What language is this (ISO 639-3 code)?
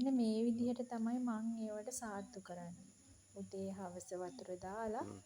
sin